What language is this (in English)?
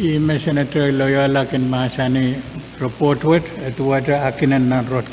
Pohnpeian